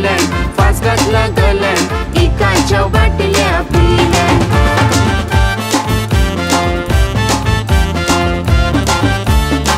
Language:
Marathi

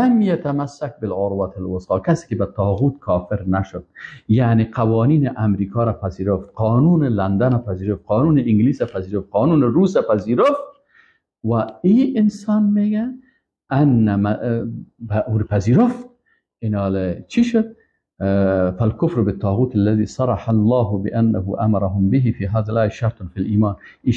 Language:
Persian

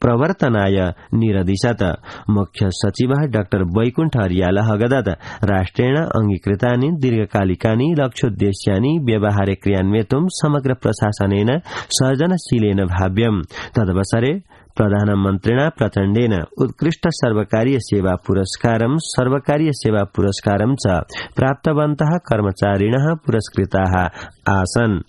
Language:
Sanskrit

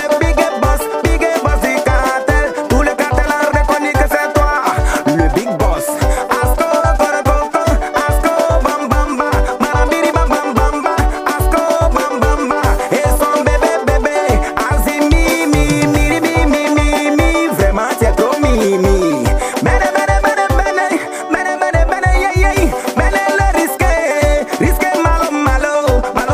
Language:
French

